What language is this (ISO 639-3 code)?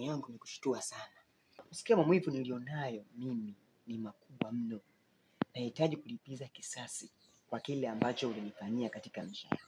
swa